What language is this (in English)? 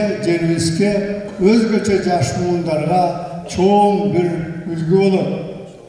Kyrgyz